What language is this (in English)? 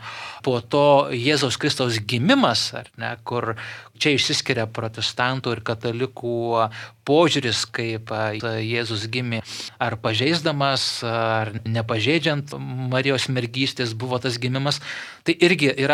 Lithuanian